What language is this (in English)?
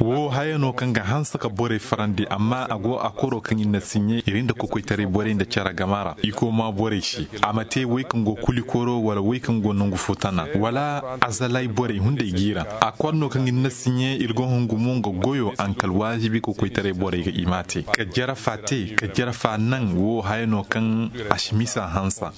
Zarma